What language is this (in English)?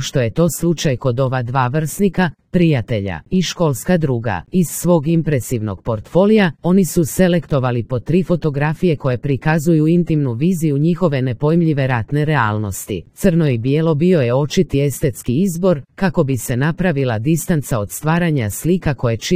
Serbian